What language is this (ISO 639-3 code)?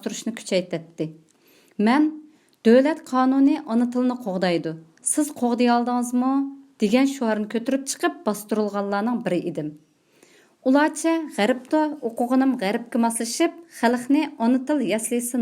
uig